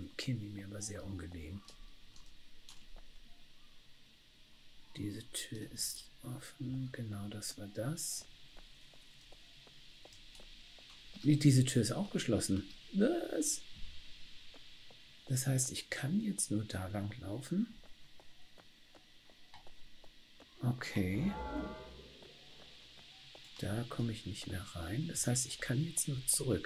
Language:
German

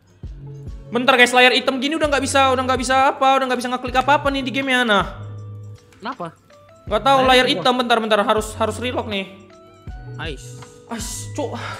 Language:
Indonesian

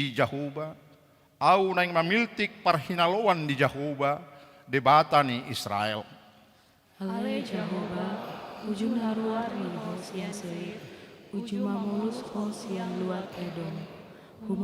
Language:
Batak Toba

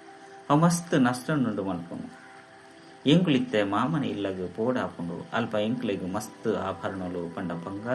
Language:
Tulu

